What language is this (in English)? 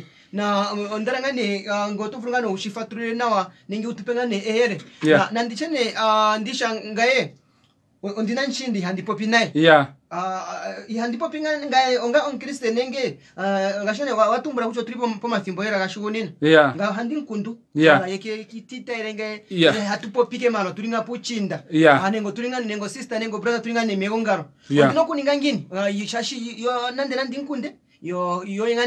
Kuanyama